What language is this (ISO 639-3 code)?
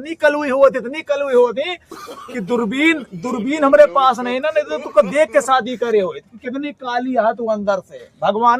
awa